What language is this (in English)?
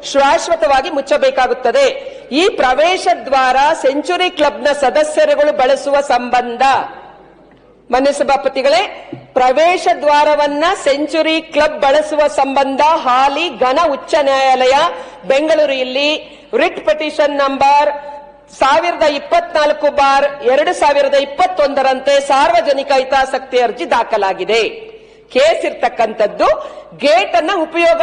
Kannada